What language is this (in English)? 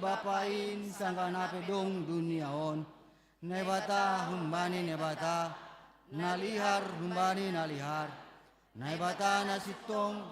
Batak Simalungun